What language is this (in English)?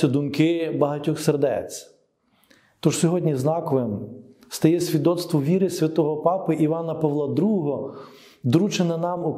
Ukrainian